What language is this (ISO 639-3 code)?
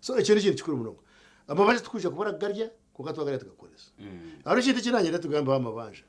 nyn